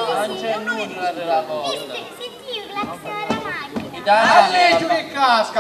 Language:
Sicilian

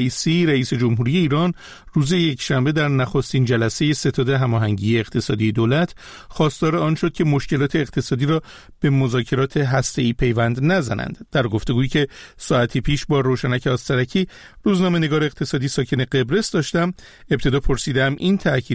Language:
Persian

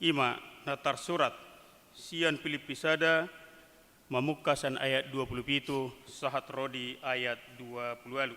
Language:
Batak Toba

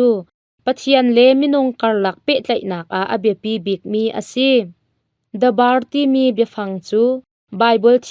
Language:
Hakha Chin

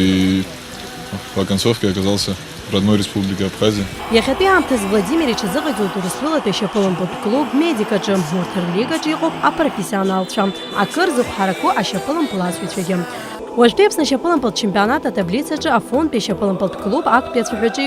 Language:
Abkhazian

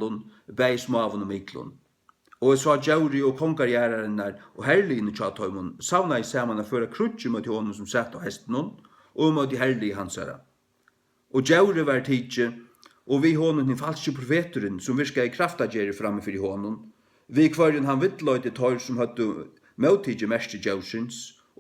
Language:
Faroese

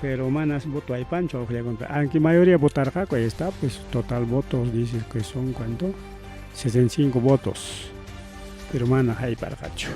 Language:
Ayacucho Quechua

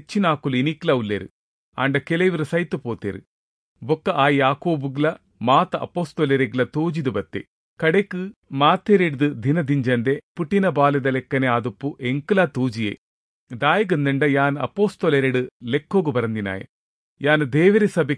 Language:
Tulu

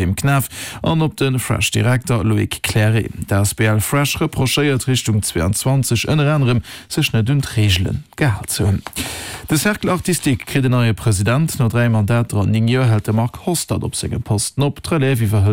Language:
Luxembourgish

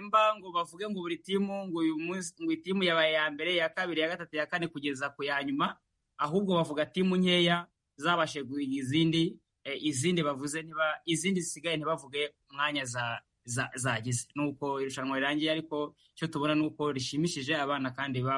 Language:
Kinyarwanda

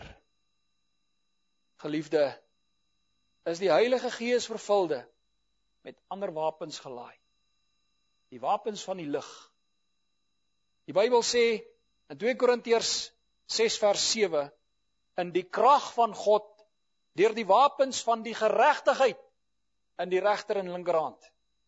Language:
Afrikaans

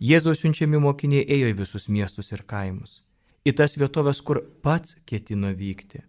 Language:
Lithuanian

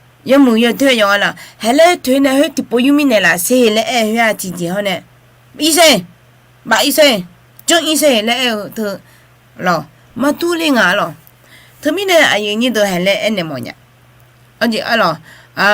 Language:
Akha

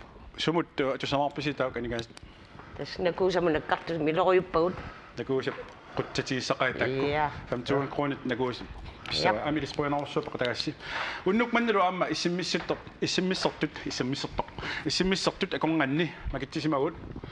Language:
Kalaallisut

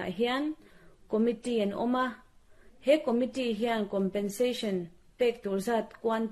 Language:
Mizo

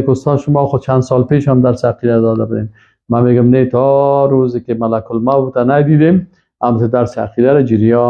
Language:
Persian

